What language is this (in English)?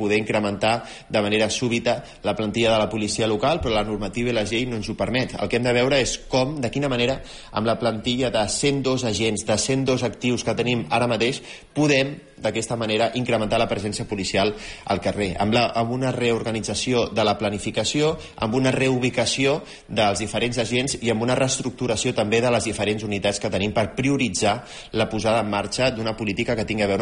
Catalan